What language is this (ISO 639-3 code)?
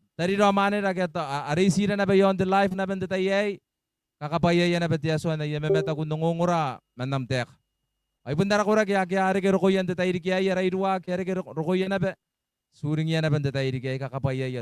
gil